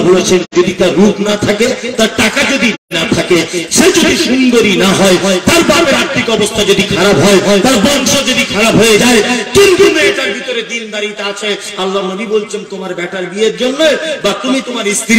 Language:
Bangla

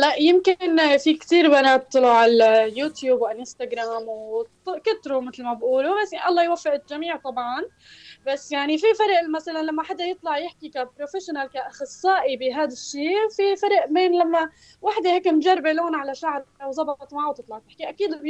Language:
North Levantine Arabic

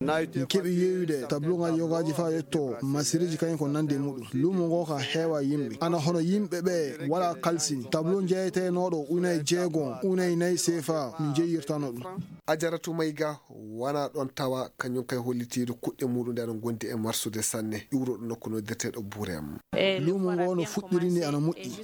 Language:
Maasina Fulfulde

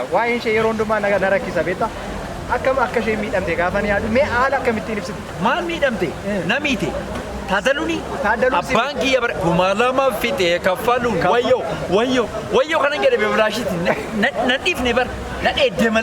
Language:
Oromo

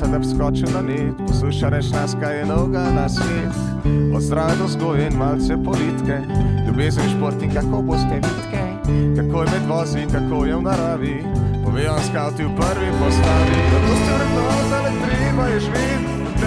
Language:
Slovenian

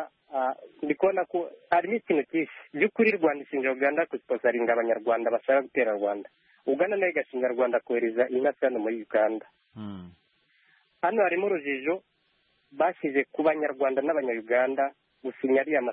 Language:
Kinyarwanda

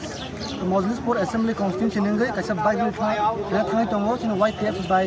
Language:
Kok Borok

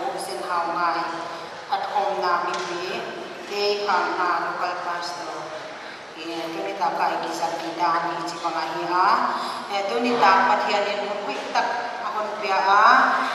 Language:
Paite Chin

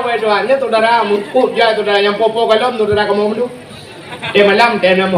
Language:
Achinese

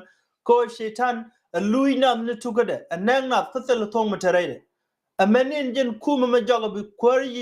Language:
Nuer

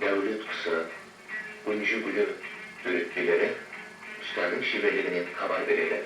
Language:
Kara-Kalpak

